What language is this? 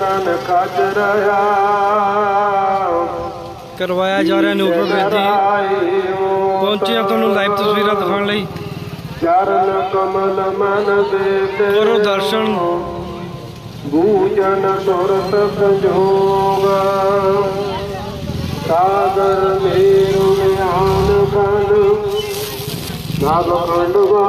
Punjabi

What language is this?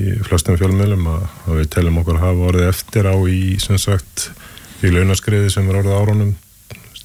Icelandic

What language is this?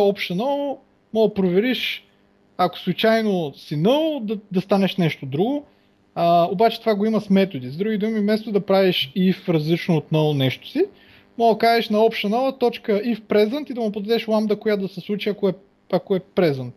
Bulgarian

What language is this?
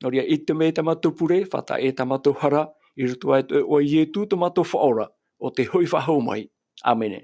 Tahitian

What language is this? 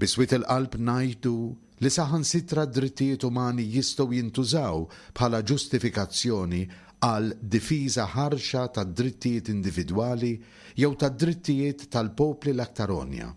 Maltese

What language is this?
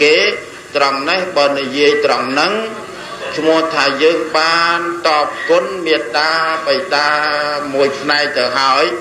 Khmer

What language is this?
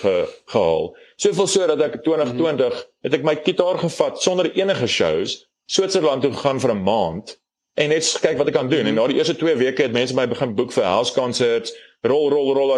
Afrikaans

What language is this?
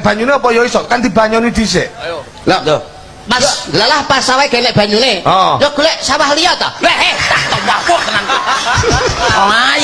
Javanese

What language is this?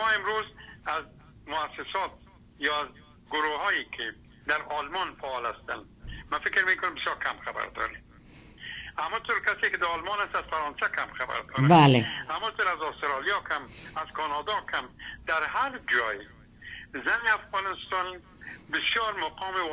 Persian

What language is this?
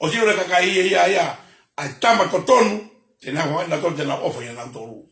Tongan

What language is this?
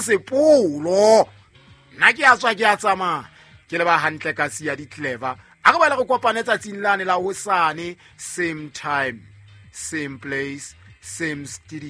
Southern Sotho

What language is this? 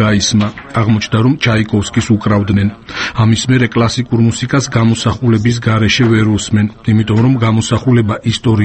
Georgian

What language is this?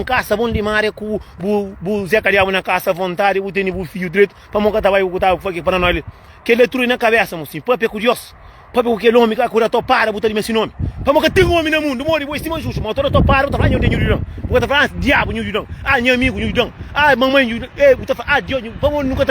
Kabuverdianu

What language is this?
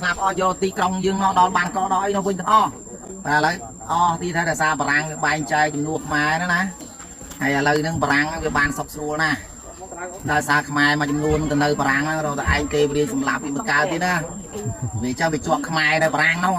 Khmer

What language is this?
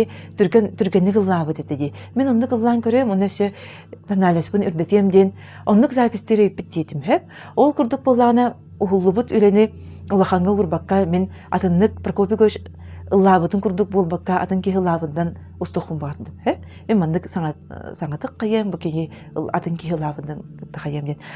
Yakut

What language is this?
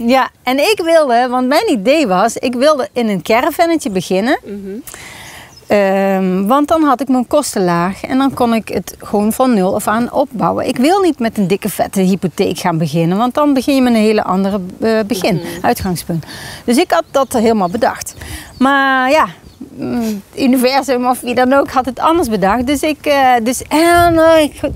Dutch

